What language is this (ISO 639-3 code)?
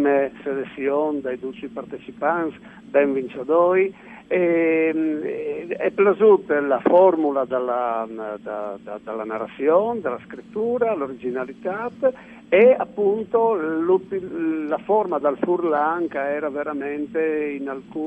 fur